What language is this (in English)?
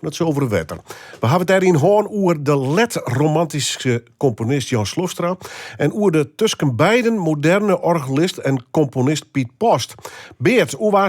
Western Frisian